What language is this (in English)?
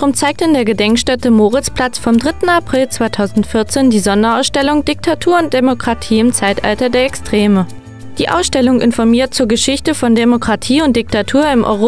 German